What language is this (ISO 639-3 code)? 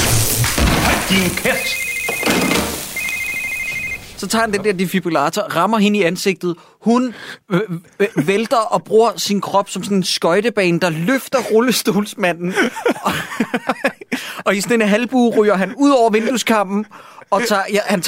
dan